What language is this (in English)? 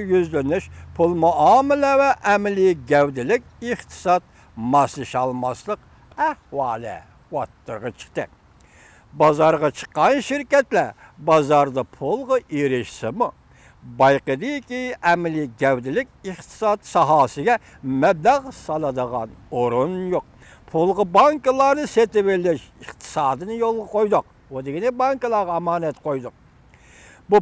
Uyghur